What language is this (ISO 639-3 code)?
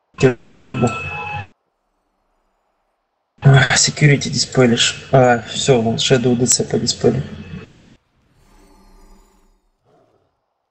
rus